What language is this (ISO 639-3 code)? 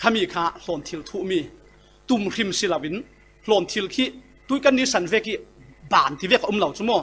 cfm